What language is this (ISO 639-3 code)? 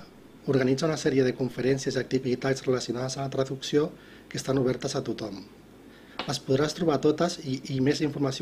cat